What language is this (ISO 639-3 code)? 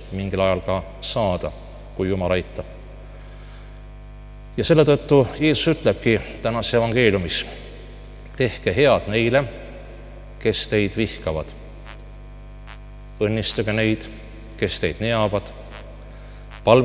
est